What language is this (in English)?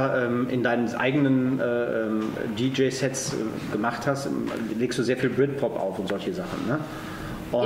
German